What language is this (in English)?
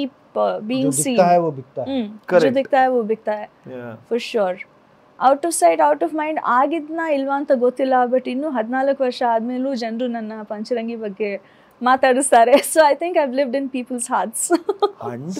Kannada